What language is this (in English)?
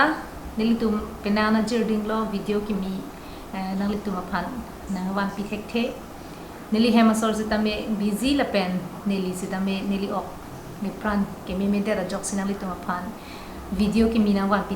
Karbi